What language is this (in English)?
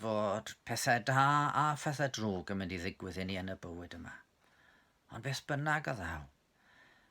Welsh